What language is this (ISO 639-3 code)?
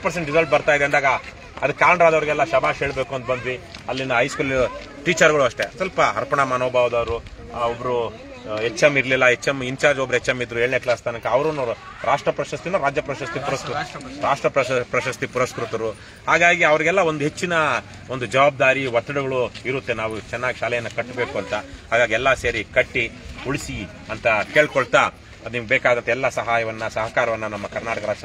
kan